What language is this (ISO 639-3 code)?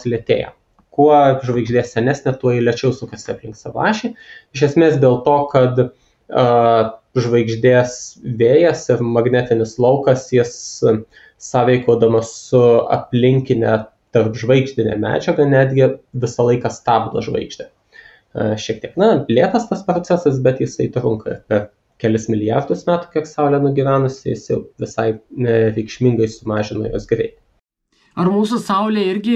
lit